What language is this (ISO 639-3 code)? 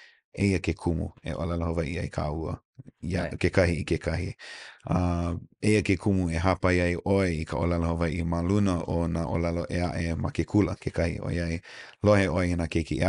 haw